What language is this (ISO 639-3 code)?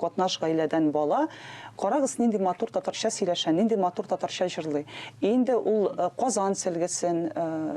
tat